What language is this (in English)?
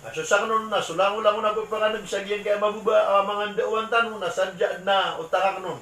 Maranao